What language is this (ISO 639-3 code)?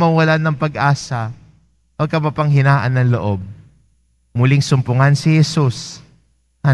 fil